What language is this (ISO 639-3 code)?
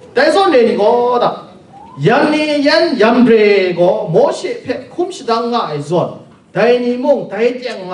kac